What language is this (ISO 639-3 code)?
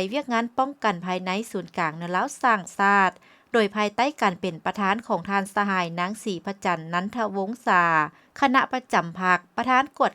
lao